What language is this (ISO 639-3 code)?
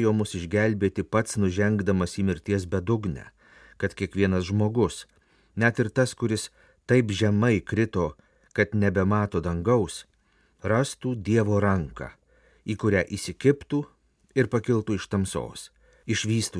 lit